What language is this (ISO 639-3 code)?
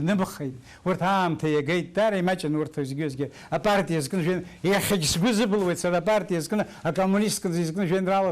abk